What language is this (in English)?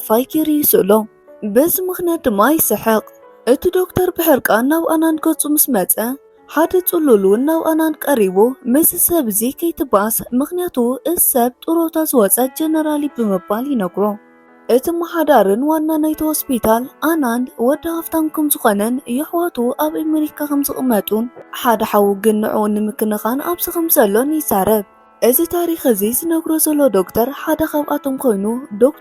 Tigrinya